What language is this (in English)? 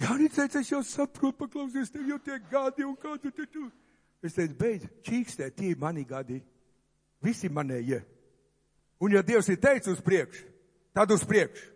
Latvian